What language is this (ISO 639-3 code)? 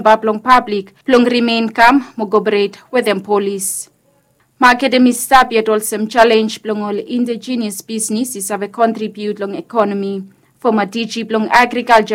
bis